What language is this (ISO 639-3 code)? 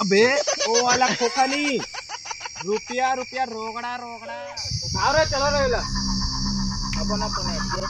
hne